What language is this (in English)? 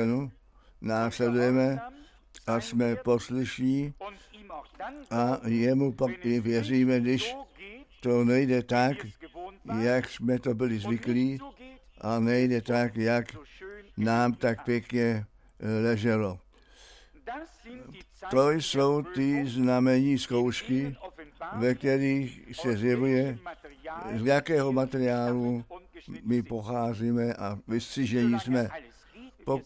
Czech